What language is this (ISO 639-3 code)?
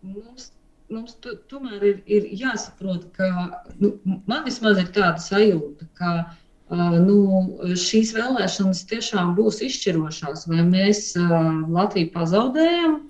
lav